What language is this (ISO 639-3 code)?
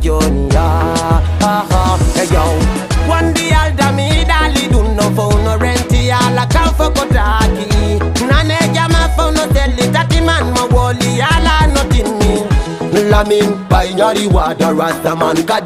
ful